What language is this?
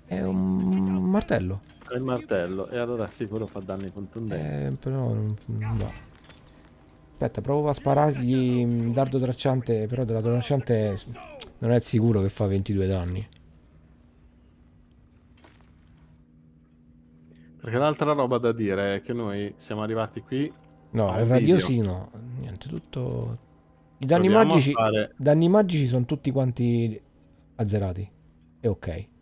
Italian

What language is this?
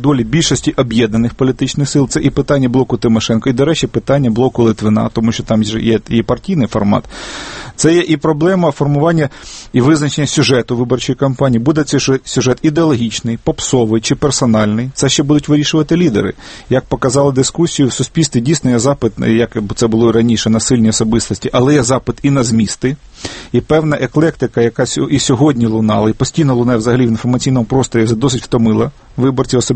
Ukrainian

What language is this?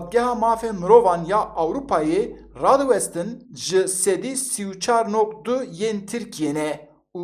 Kurdish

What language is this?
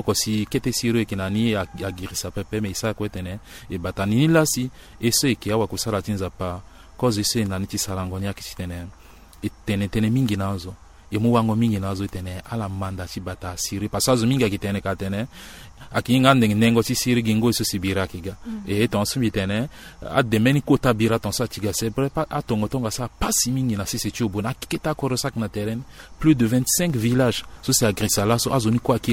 Sango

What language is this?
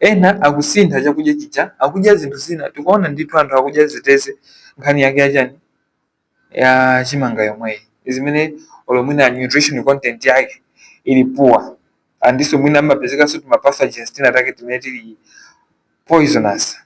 Nyanja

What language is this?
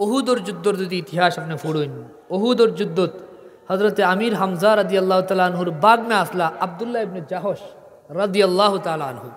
Sylheti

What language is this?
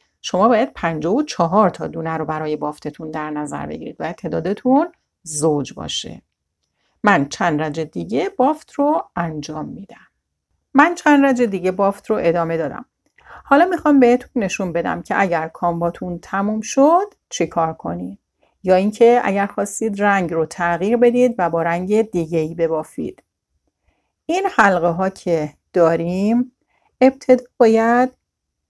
Persian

